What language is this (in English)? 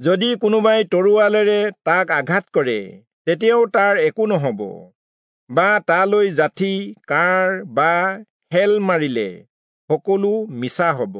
Assamese